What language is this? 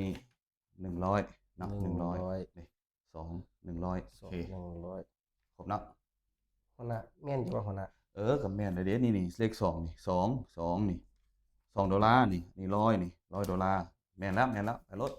Lao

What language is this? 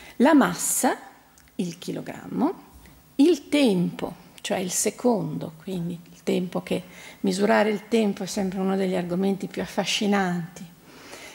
Italian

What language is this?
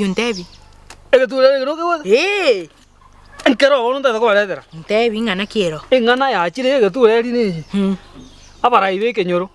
Gusii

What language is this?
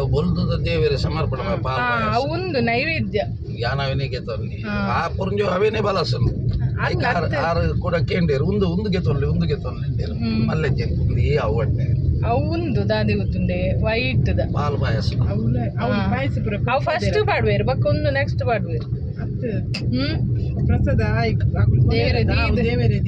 Tulu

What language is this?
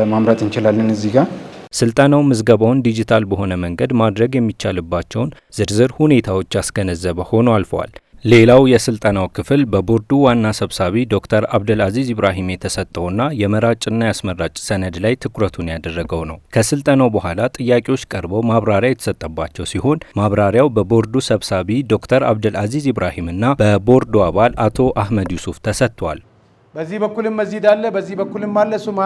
Amharic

